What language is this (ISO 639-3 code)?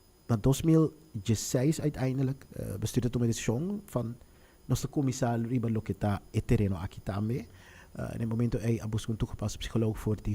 pap